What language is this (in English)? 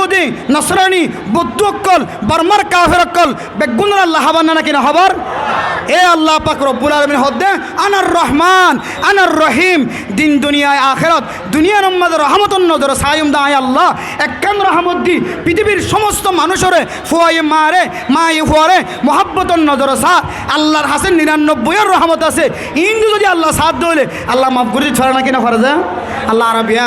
Rohingya